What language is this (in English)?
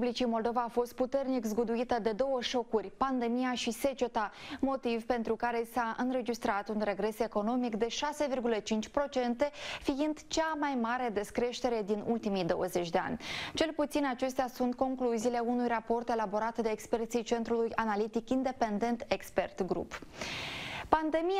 Romanian